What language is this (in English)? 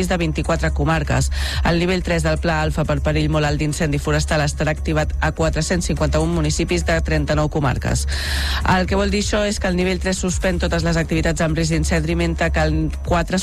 Catalan